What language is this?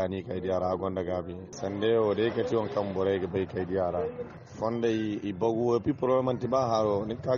Zarma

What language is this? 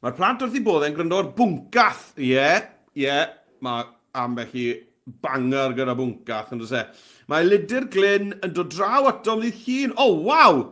Welsh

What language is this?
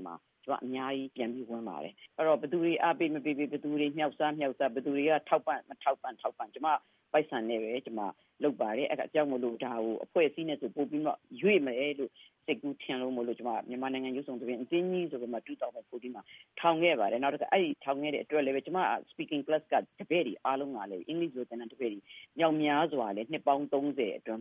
Burmese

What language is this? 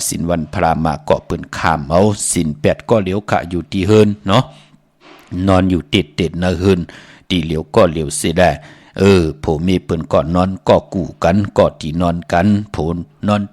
Shan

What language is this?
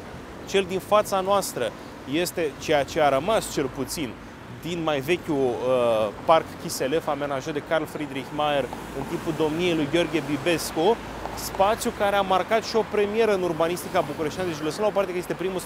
Romanian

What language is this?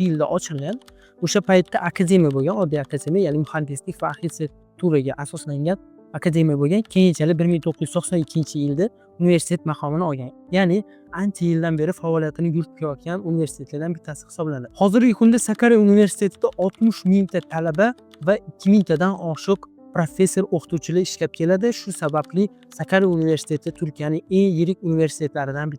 Uzbek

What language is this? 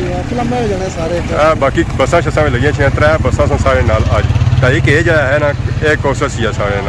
Pahari-Potwari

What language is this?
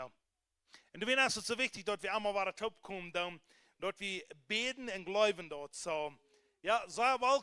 Plautdietsch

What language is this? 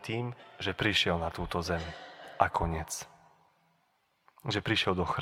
Slovak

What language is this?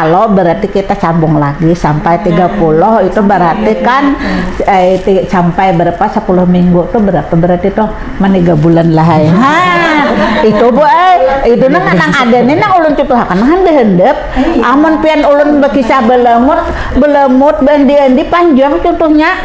Banjar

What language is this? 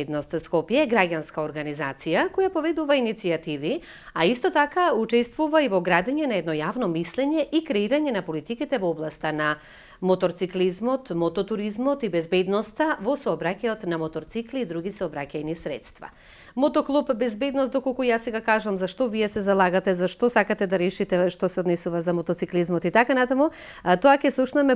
Macedonian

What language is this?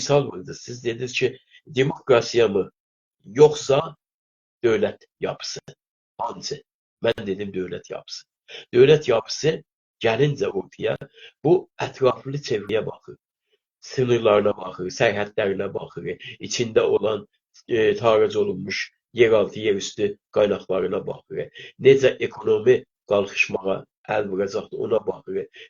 South Azerbaijani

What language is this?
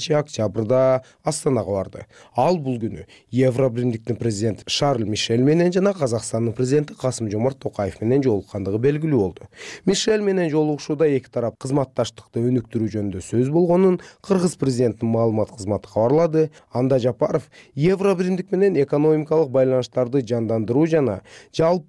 Kyrgyz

